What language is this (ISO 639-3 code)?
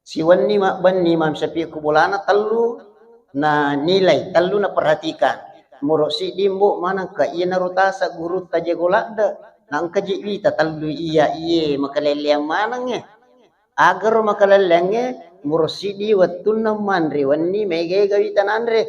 bug